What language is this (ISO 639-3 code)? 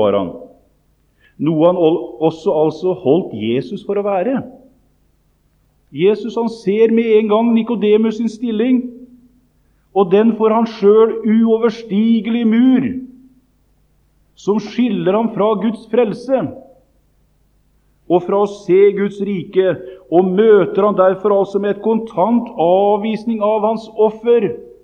nor